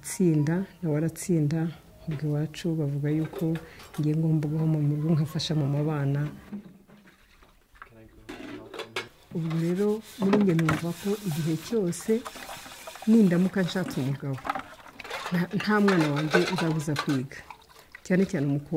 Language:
Kinyarwanda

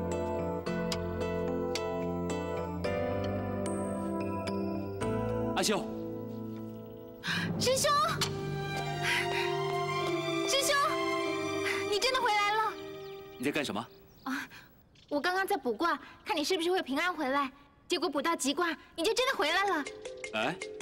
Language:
Chinese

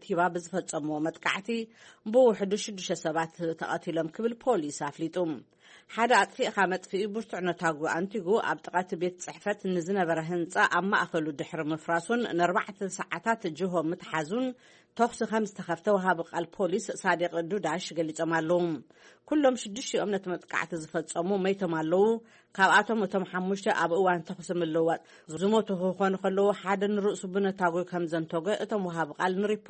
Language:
Tigrinya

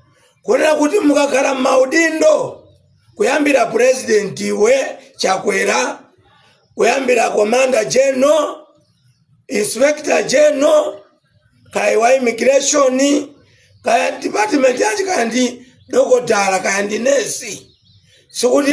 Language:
Nyanja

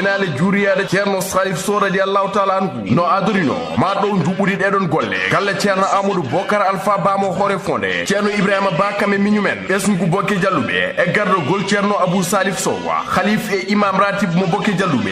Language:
Fula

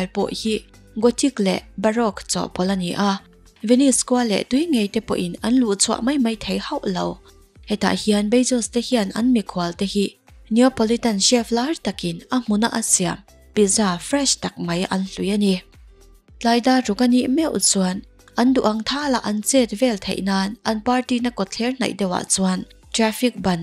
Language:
Mizo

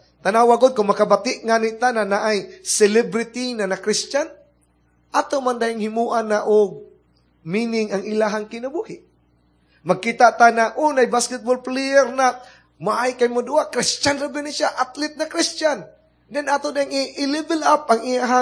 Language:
Cebuano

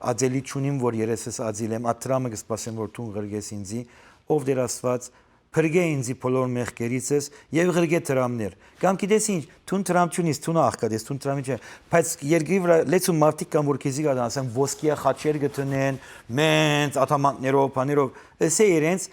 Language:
Western Armenian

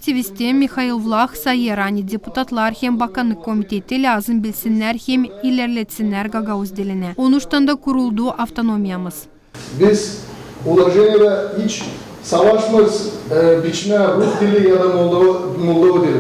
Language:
Gagauz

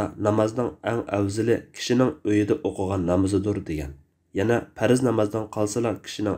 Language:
Uyghur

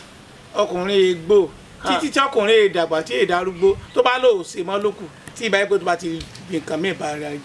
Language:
Yoruba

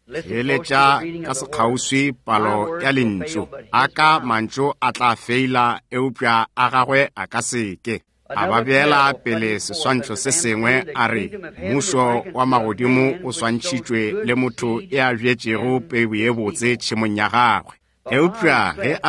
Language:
Northern Sotho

